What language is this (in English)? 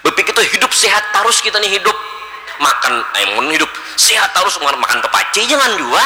Banjar